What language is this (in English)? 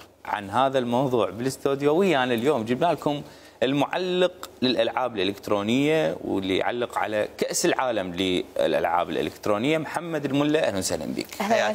Mesopotamian Arabic